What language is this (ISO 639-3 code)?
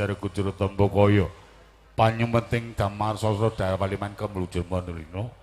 jav